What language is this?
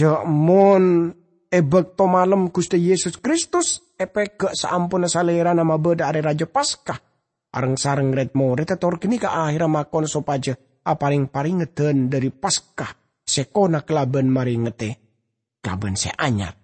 Madurese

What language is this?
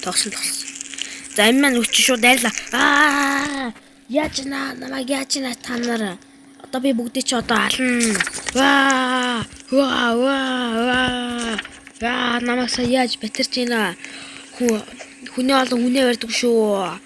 Mongolian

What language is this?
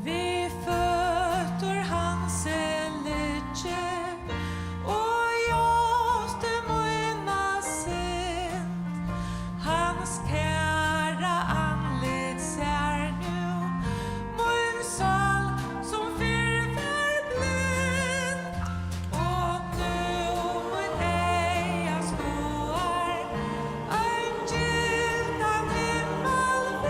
Faroese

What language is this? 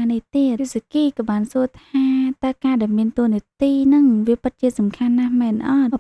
Khmer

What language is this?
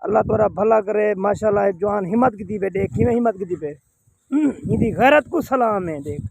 Saraiki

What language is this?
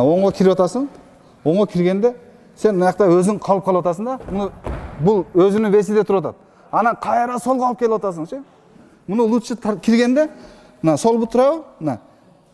Kyrgyz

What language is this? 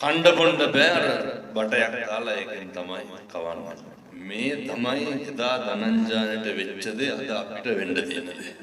Sinhala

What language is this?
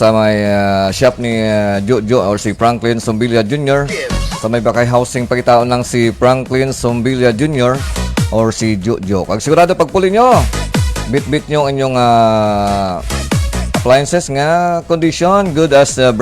Hiligaynon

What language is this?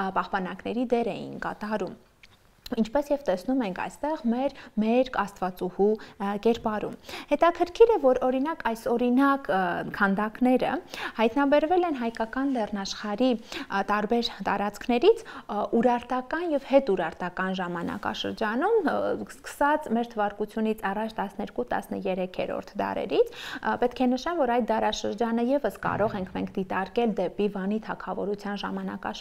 Armenian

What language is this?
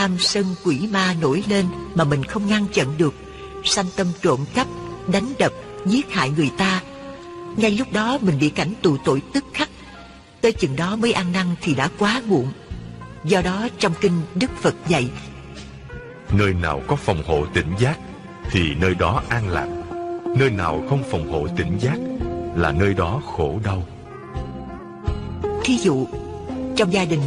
Vietnamese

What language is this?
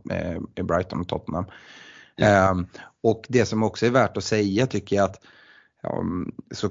Swedish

